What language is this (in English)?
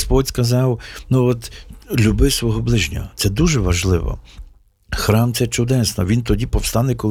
Ukrainian